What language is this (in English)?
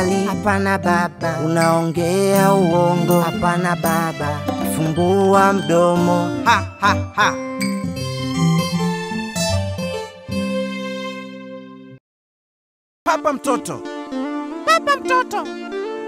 Swahili